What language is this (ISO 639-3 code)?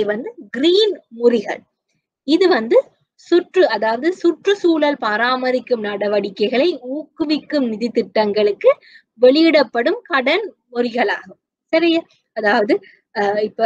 tam